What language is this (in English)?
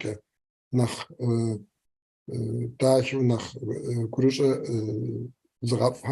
Kabardian